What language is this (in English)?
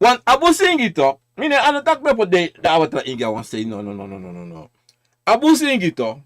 Sranan Tongo